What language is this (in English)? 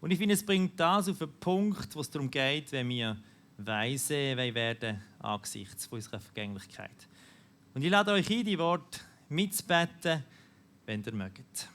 Swiss German